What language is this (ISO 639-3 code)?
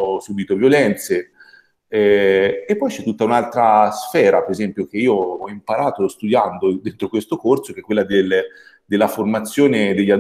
ita